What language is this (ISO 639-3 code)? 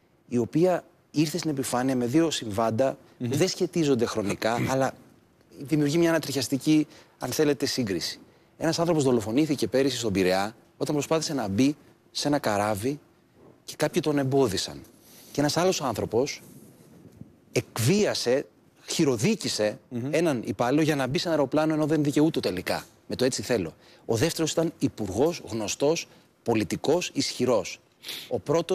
ell